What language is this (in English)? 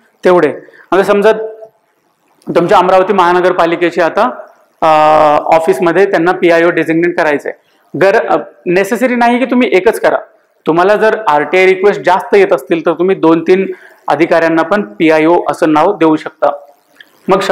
Marathi